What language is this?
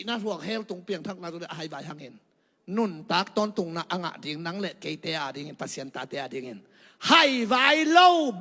Tedim Chin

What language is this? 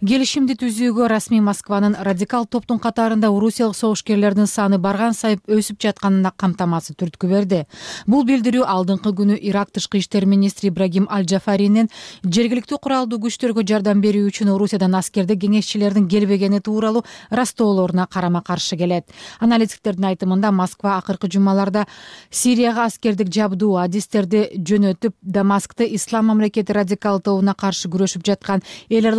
Kyrgyz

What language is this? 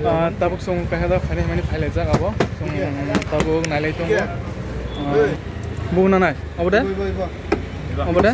Kok Borok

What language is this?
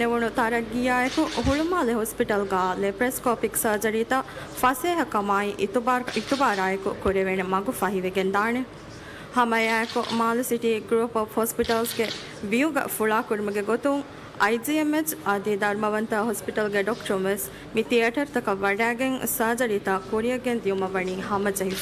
Divehi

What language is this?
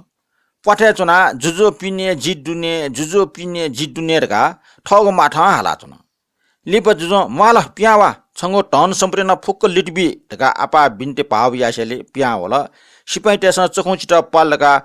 Newari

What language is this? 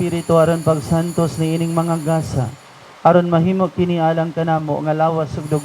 Cebuano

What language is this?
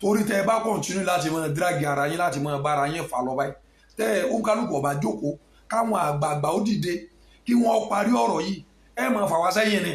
Yoruba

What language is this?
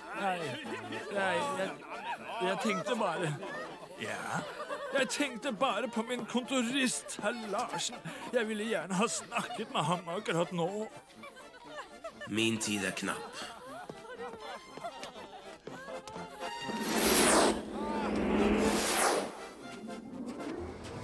Norwegian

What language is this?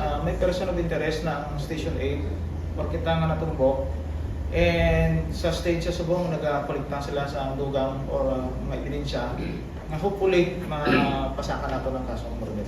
Hiligaynon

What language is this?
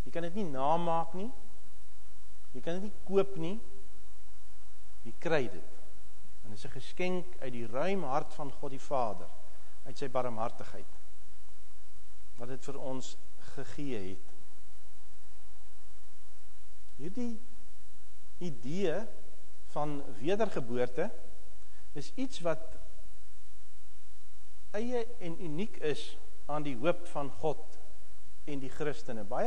Afrikaans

